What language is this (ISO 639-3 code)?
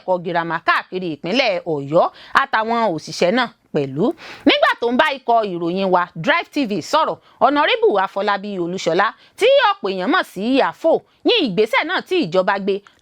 yor